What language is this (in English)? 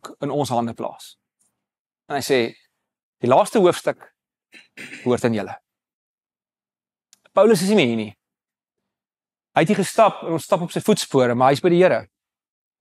Afrikaans